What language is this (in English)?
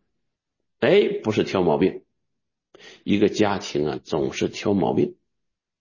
Chinese